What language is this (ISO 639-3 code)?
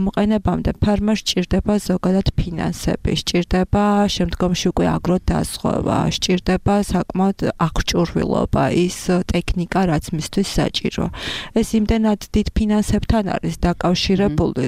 kat